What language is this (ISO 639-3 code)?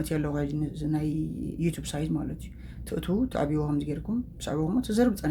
tir